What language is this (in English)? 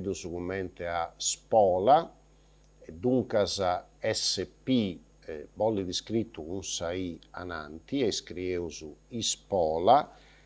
Sardinian